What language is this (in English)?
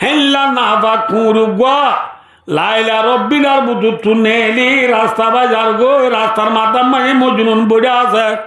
Rohingya